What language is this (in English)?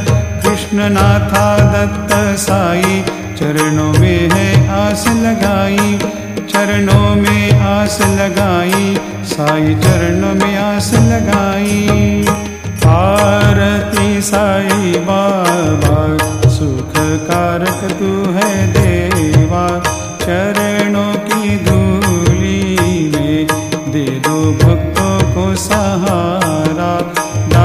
Hindi